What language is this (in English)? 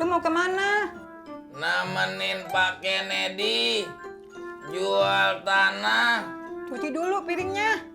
Betawi